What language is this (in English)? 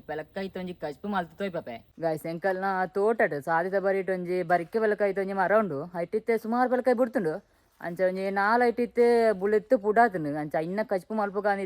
Tulu